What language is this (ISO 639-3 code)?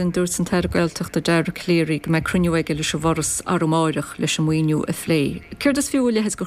gle